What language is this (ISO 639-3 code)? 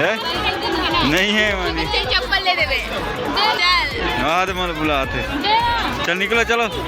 hne